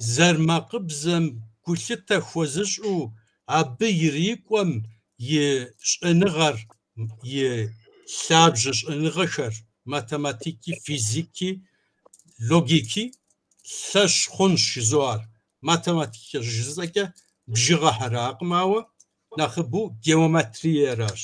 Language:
Kabardian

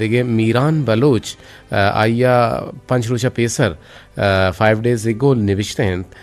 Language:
Eastern Balochi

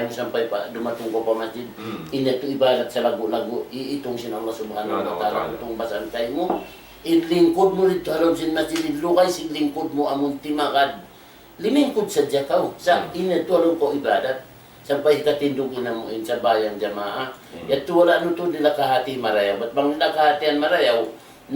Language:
Tausug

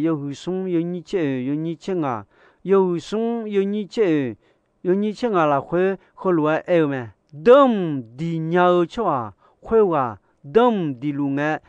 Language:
Akha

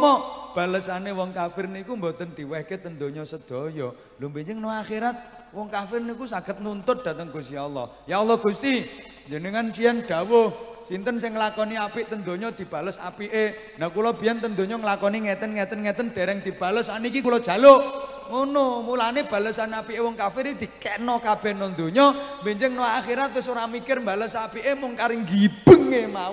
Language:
Javanese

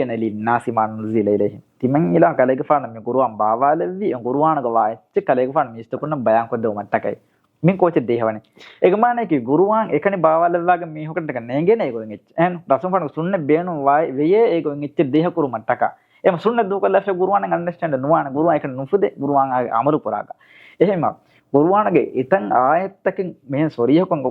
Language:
Divehi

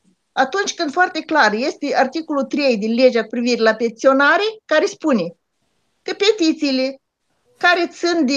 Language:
Romanian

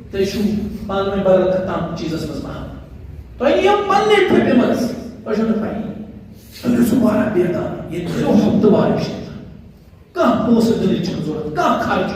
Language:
Kashmiri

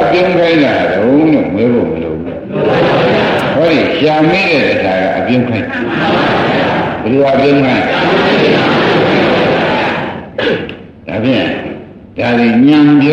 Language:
Burmese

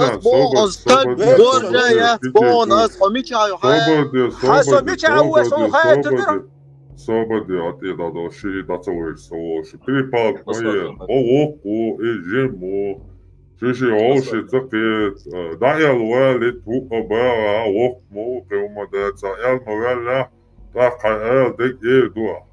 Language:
Chechen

